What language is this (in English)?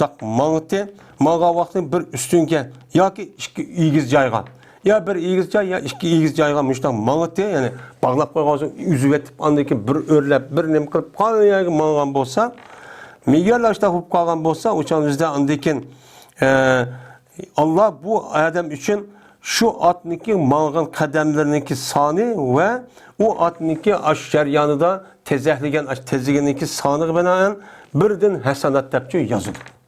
Uyghur